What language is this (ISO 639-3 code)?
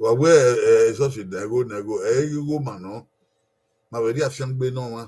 bin